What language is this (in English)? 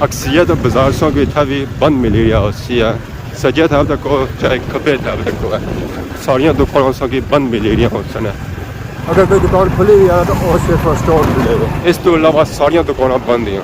Pahari-Potwari